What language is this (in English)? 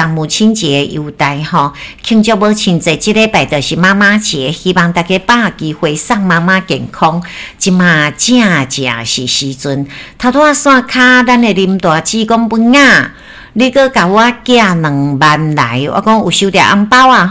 Min Nan Chinese